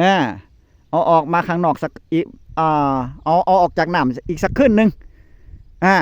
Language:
Northeastern Thai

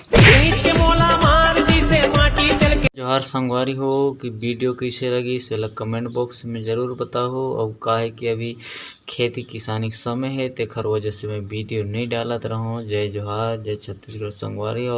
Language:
Chhattisgarhi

